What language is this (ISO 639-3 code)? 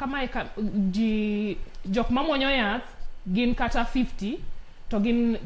luo